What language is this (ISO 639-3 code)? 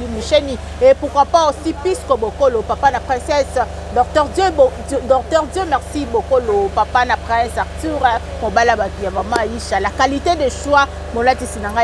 lin